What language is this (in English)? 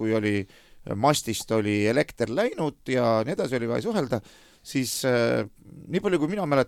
Estonian